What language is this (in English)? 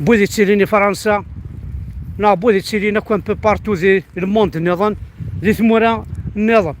Kabyle